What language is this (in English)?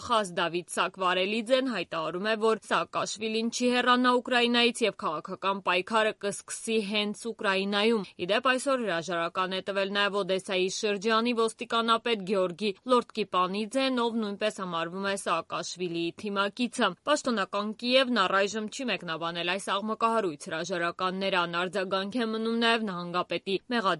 Armenian